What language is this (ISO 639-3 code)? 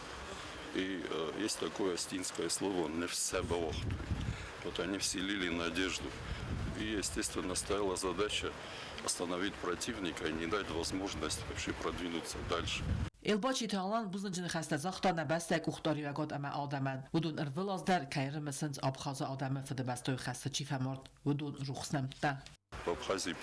oss